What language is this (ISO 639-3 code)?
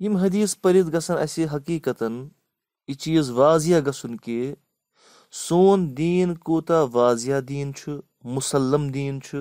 kas